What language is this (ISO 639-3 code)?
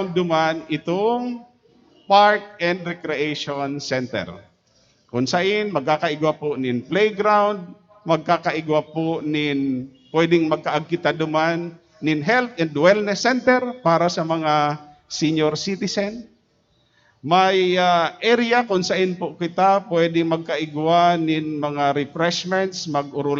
bik